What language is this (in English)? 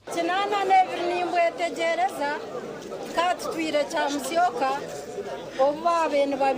Nyankole